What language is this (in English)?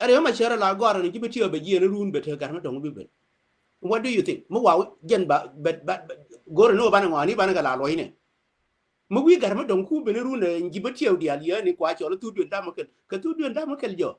Nuer